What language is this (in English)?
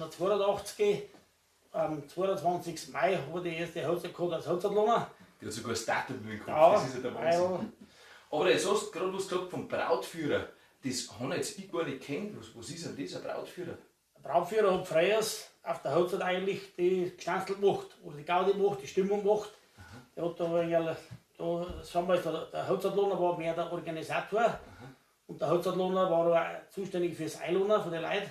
Bavarian